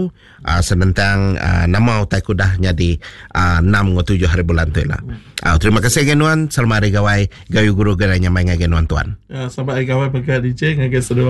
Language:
Iban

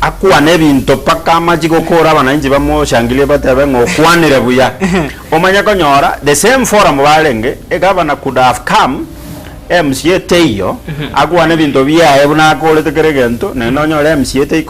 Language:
Gusii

